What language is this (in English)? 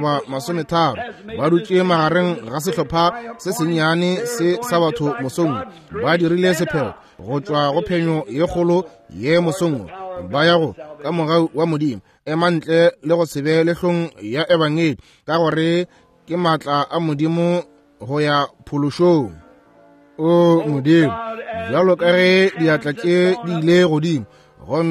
Northern Sotho